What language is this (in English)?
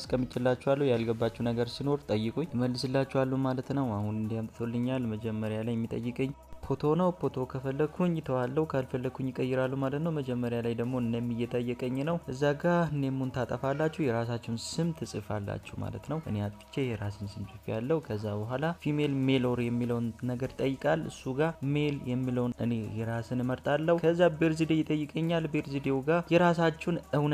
Amharic